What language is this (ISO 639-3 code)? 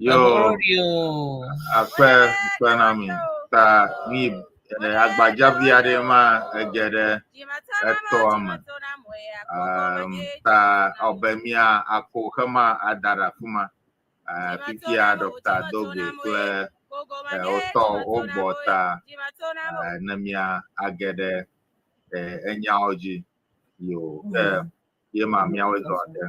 ewe